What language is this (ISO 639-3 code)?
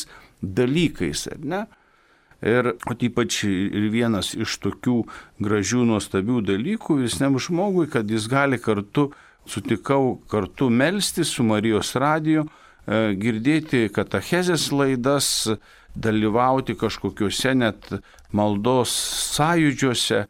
lit